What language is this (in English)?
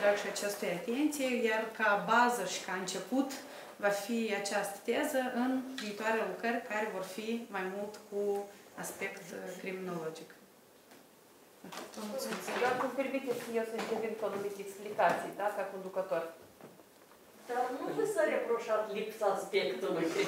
Romanian